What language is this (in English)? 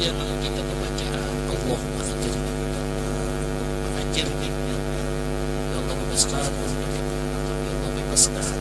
Banjar